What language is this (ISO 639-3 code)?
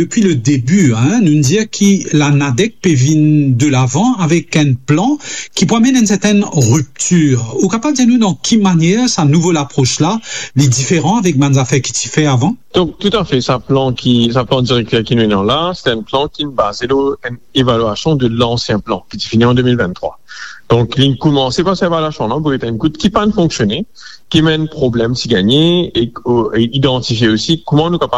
mfe